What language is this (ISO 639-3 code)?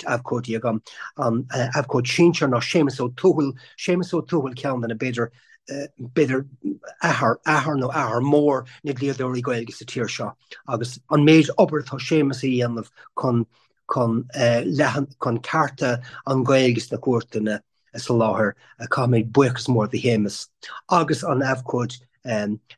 gle